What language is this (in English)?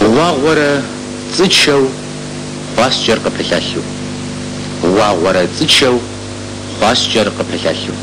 Kabardian